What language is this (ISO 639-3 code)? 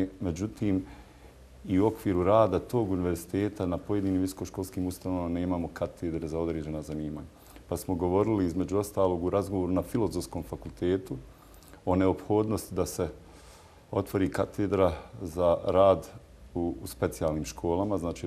bos